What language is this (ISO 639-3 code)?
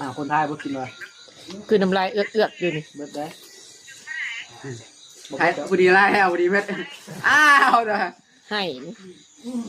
lao